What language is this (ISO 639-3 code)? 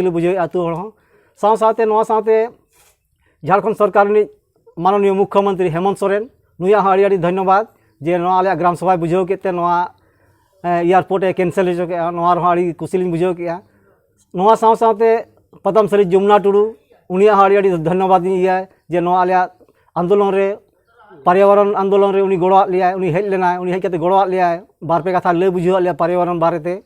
sat